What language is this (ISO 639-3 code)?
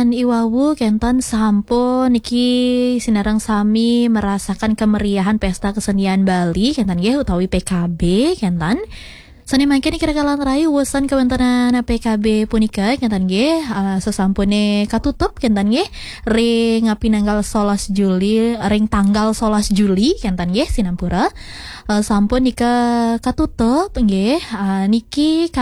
ban